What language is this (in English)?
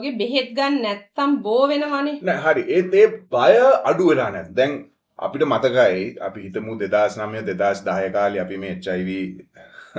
Sinhala